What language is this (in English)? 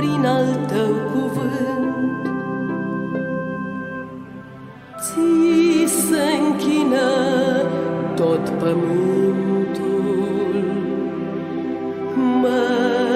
Romanian